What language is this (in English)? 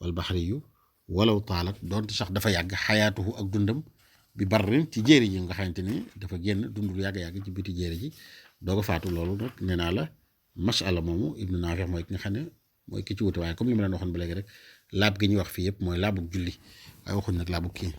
Wolof